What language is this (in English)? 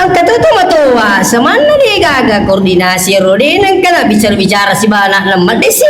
Buginese